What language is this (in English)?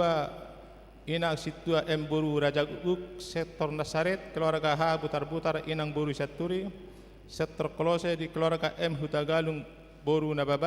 Batak Toba